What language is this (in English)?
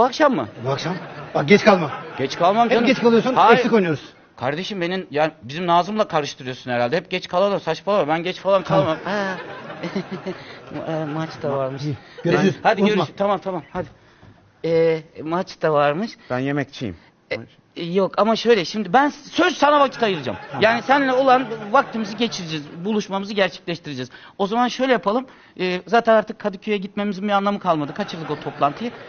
Turkish